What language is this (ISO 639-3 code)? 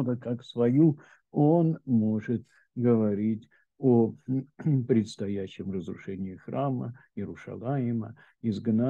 rus